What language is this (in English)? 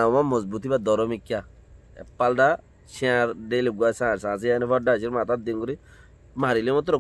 Rohingya